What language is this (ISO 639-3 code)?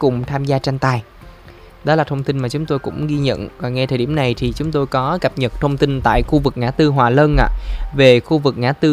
vie